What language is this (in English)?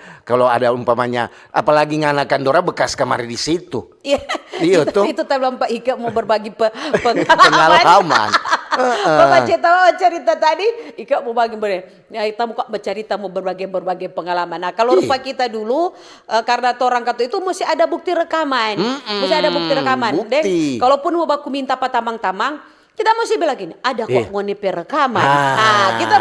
Manado Malay